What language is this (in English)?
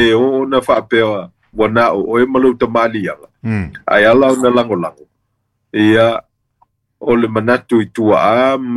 Samoan